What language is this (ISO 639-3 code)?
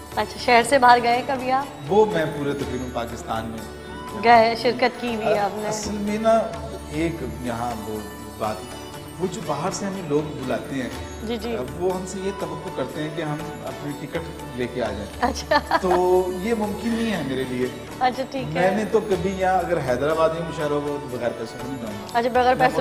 urd